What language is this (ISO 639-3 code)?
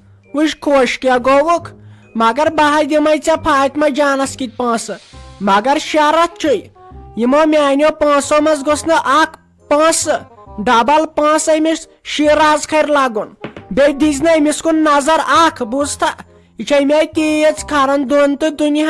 kas